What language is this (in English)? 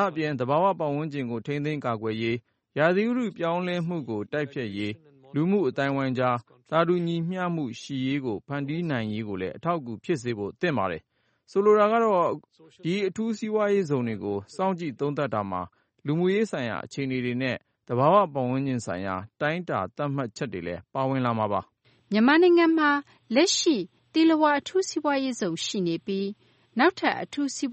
Burmese